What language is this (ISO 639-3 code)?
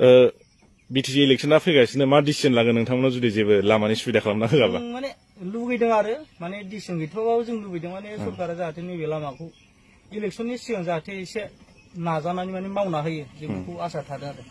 brx